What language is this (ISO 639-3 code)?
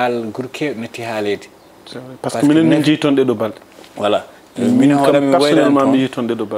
ful